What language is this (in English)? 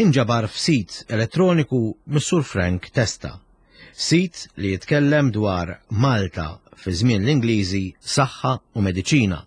Maltese